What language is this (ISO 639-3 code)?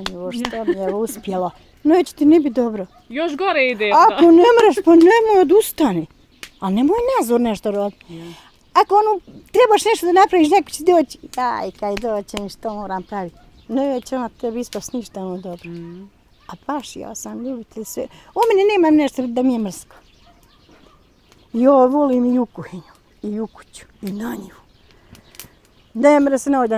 bos